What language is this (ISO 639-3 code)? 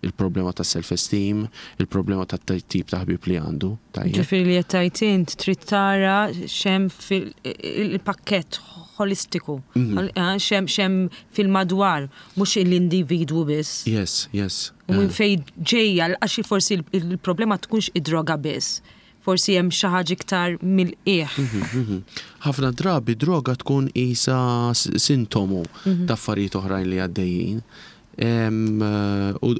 mlt